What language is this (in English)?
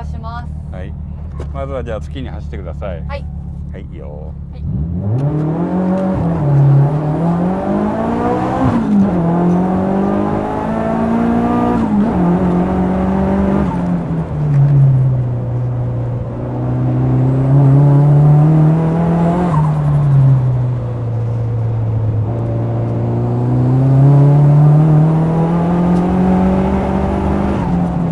Japanese